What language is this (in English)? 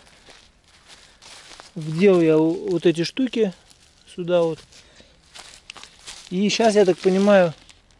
Russian